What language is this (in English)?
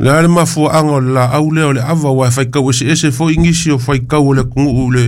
Samoan